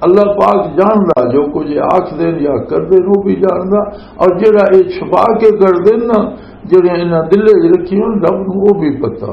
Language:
Western Panjabi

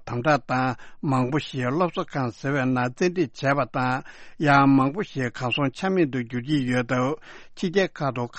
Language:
Tibetan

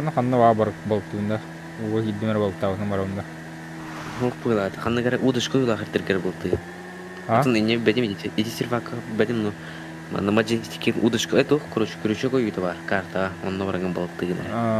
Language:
Yakut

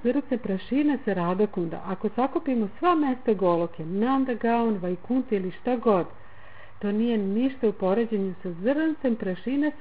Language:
Serbian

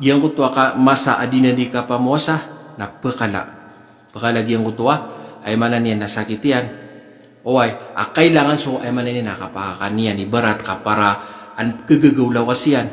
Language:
Maranao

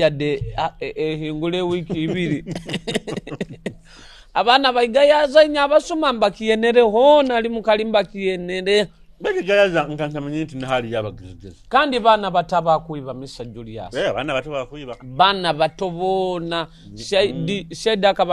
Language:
Nyoro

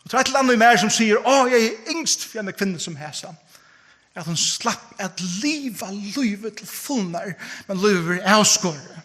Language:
Faroese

